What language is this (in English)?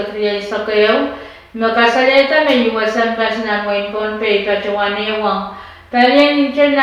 Pohnpeian